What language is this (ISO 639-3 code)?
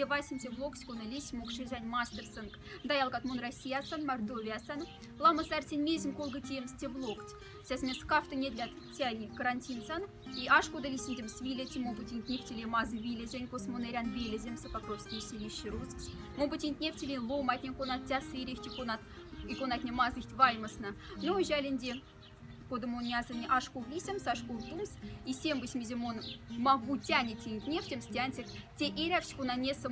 mdf